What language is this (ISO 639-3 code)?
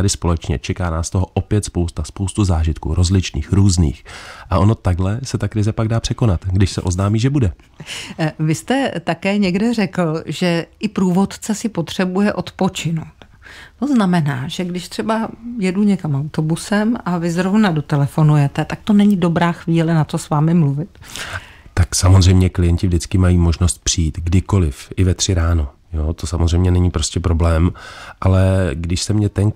ces